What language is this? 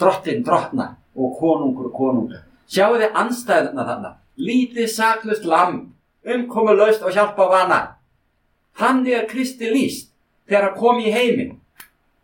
Icelandic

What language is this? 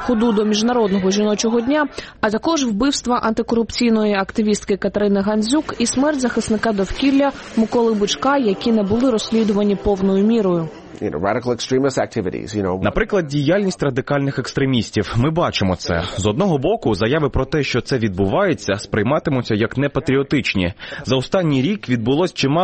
Ukrainian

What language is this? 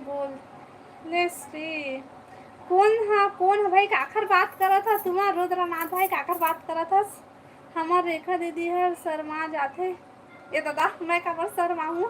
Chhattisgarhi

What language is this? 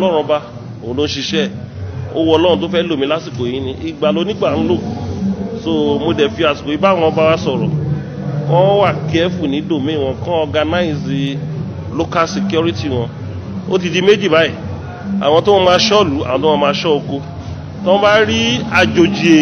Yoruba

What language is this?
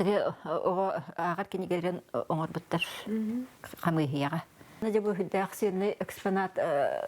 Yakut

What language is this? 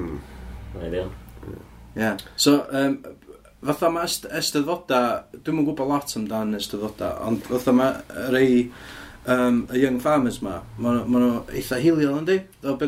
Welsh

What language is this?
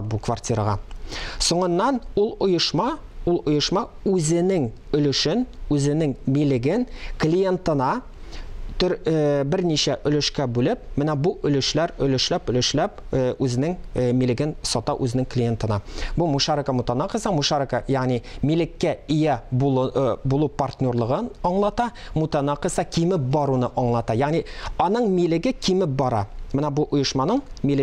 Tatar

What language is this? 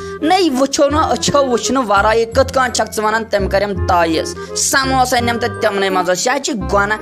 Kashmiri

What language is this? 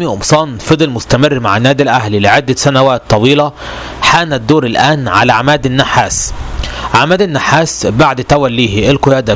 Egyptian Arabic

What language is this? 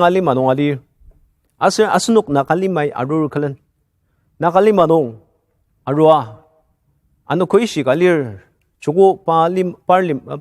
Ao Naga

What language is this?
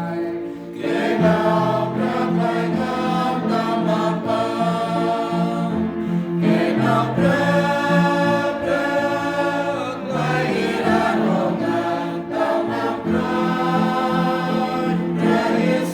Central Mnong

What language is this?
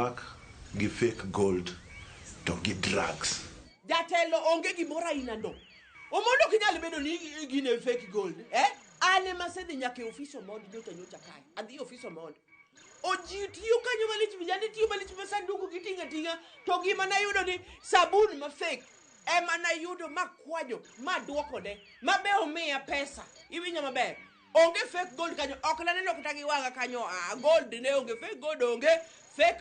Luo (Kenya and Tanzania)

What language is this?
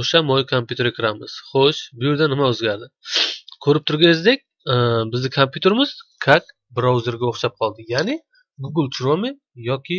Uzbek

